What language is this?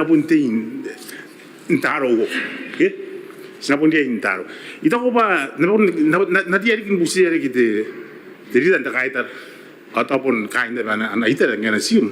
Gilbertese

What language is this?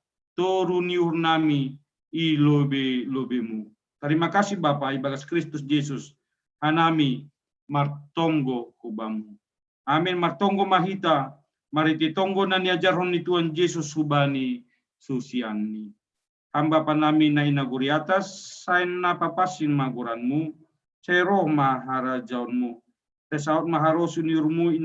Batak Simalungun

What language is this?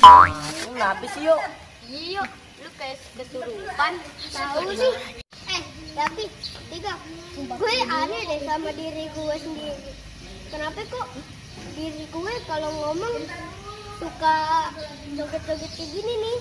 Betawi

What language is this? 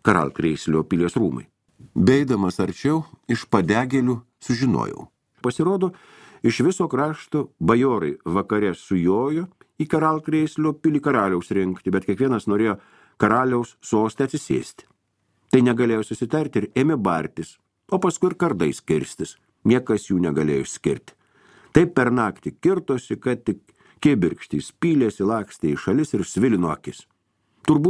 Lithuanian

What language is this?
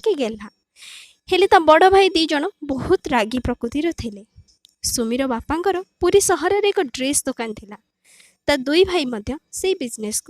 Odia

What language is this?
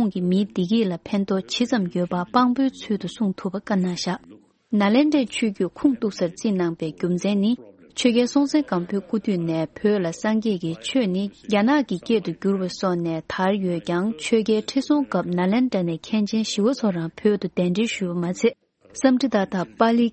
Tibetan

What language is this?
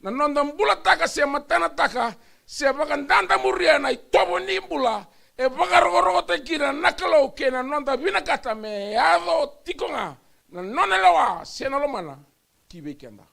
Fijian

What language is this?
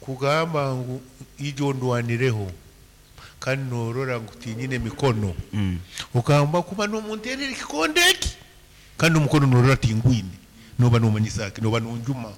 Nyankole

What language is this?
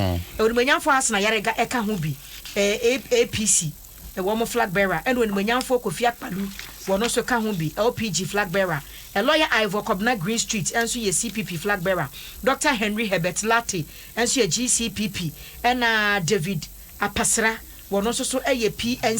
Akan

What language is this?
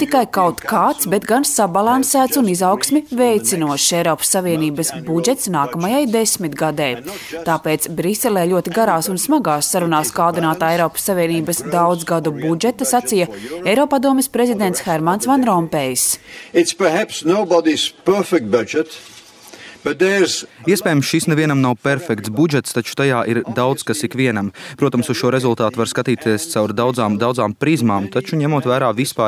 Latvian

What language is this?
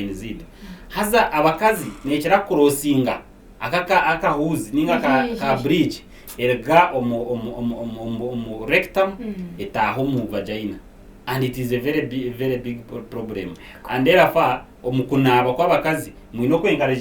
Nyankole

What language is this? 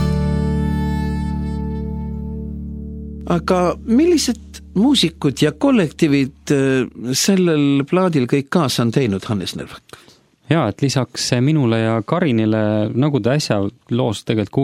Estonian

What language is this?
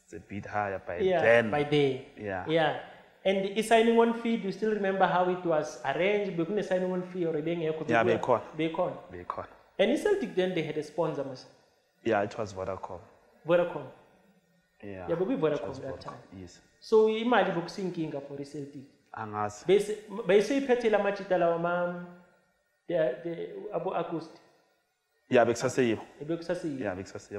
Shona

